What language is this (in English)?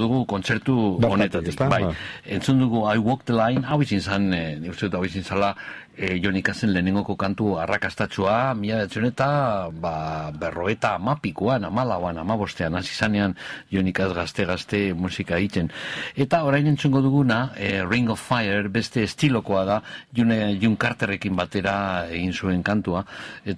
Basque